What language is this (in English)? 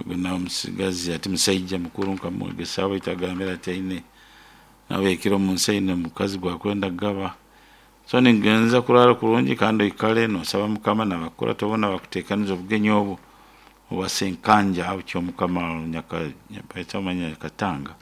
Nyoro